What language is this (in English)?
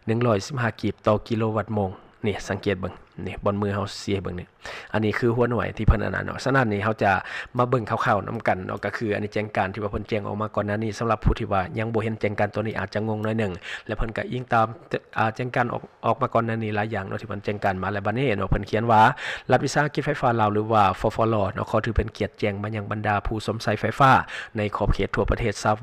Lao